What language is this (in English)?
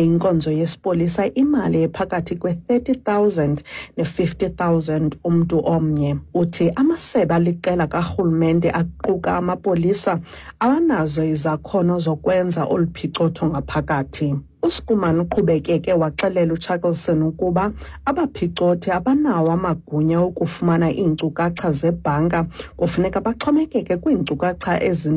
Xhosa